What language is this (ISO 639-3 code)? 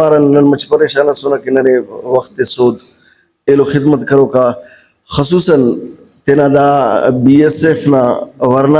brh